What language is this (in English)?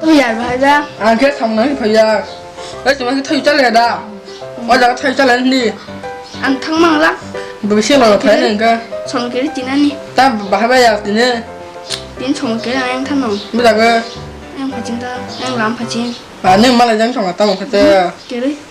Kok Borok